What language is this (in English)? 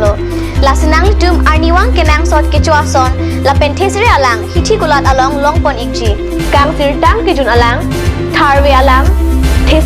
Karbi